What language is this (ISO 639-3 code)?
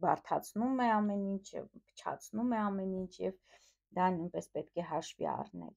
hye